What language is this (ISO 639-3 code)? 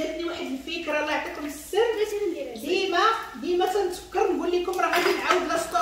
ary